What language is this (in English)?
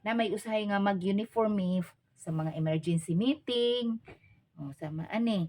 Cebuano